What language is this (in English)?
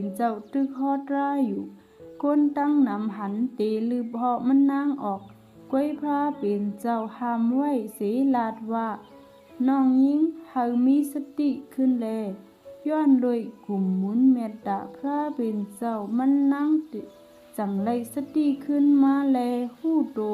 Shan